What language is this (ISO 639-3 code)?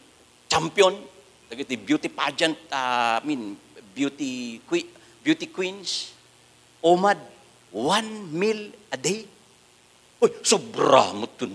ilo